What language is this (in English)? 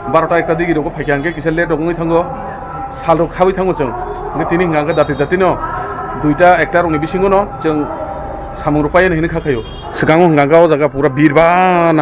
Kok Borok